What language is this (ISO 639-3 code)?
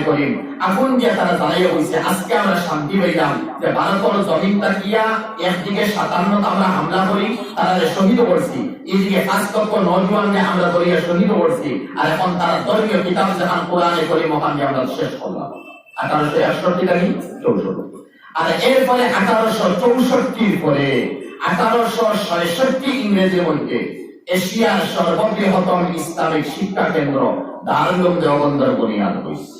syl